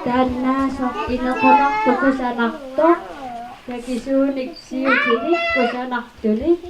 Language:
Kalaallisut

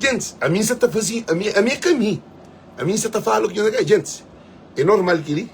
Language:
Kabuverdianu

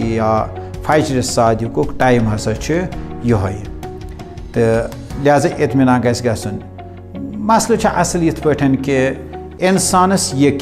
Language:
Kashmiri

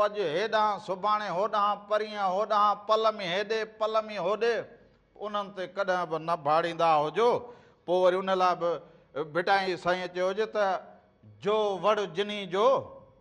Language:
Sindhi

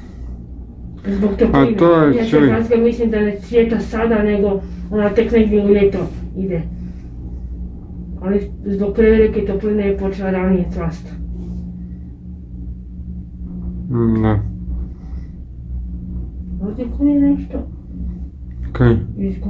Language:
Croatian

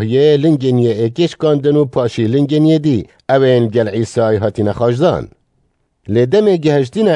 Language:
Kurdish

